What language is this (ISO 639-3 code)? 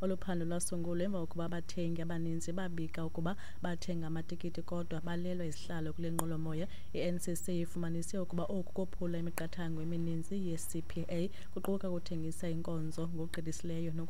xho